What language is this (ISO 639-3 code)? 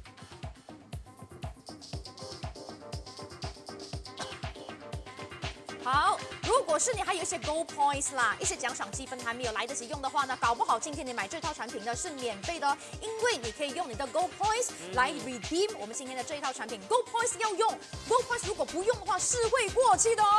zho